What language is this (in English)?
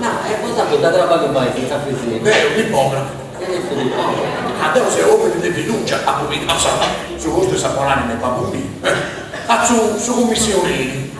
Sardinian